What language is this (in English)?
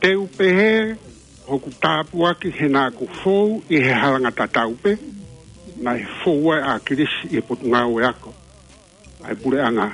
Tongan